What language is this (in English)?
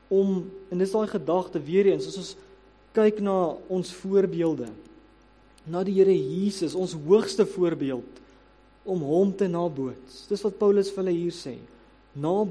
Afrikaans